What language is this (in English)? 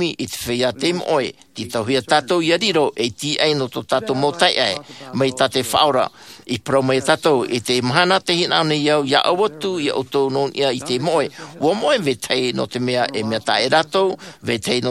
Tahitian